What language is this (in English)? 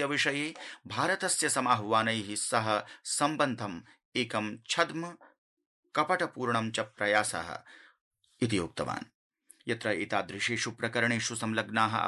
Sanskrit